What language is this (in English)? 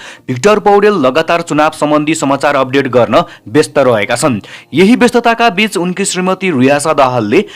Nepali